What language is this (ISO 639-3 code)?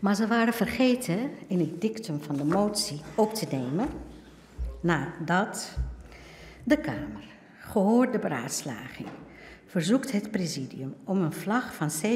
nld